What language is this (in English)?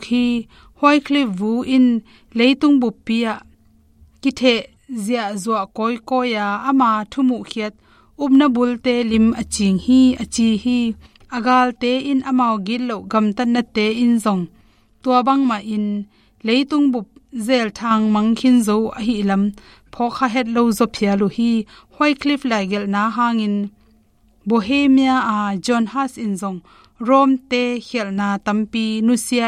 Tedim Chin